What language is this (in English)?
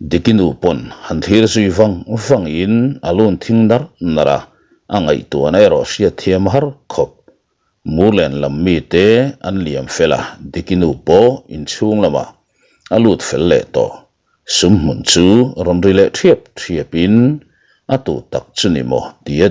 Mizo